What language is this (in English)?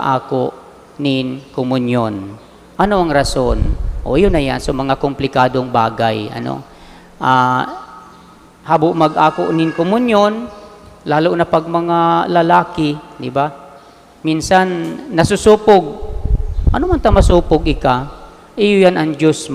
Bikol